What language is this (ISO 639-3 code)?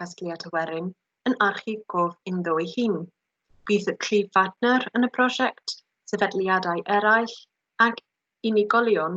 cym